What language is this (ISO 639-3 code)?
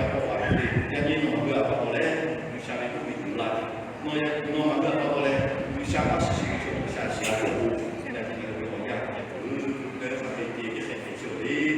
lhu